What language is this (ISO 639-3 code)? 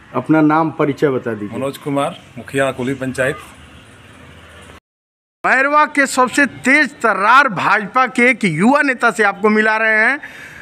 bho